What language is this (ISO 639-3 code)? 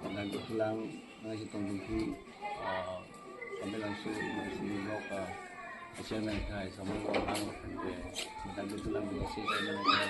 mjw